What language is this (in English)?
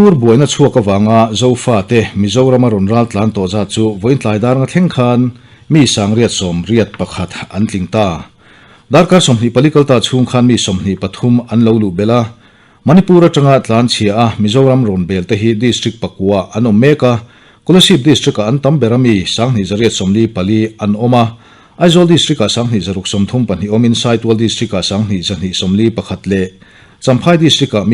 Mizo